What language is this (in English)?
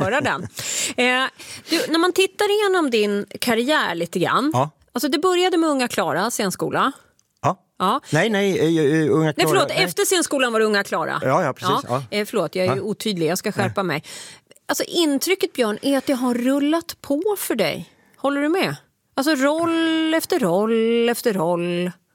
Swedish